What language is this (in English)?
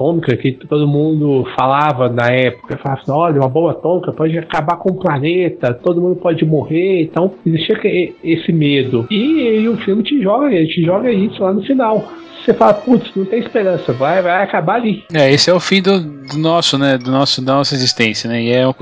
Portuguese